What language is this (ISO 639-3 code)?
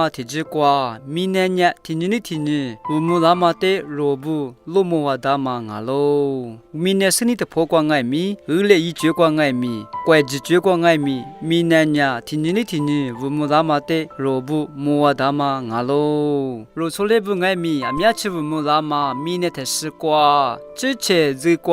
lis